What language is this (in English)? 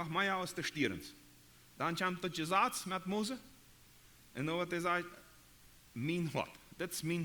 Plautdietsch